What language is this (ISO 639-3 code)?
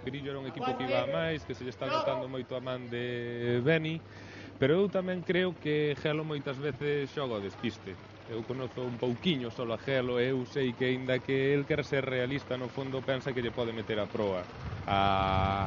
glg